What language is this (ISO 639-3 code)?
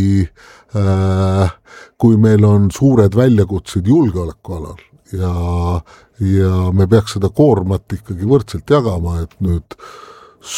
est